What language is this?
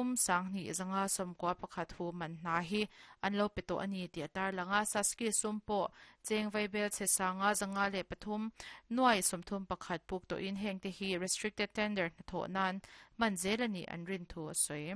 Mizo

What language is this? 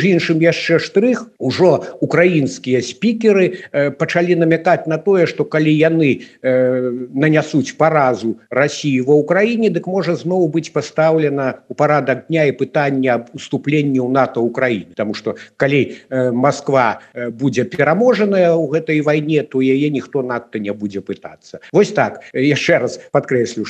Belarusian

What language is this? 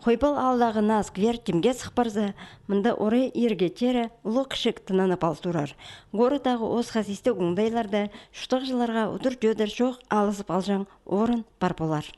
Khakas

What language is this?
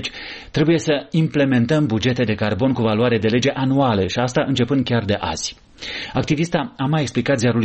Romanian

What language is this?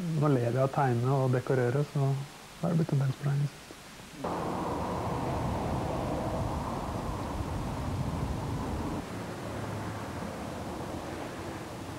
Norwegian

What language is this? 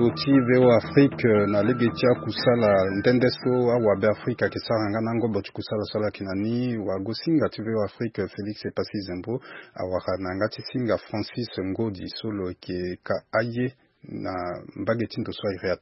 Sango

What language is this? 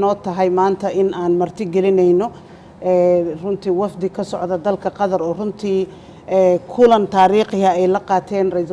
Somali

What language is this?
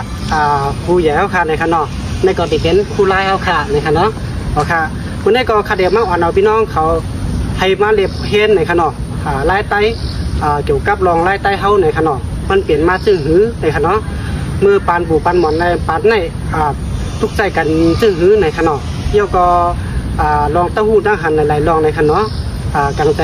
Shan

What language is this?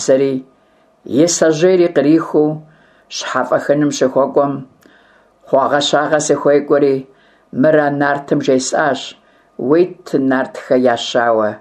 Kabardian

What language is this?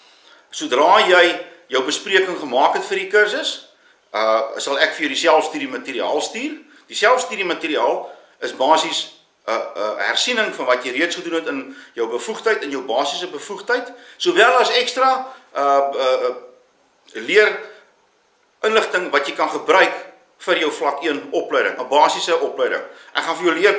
Afrikaans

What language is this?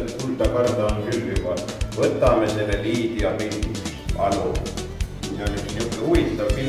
Estonian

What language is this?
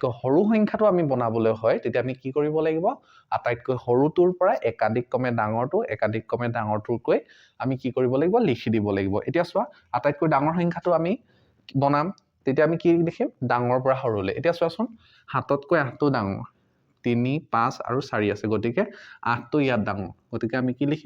Assamese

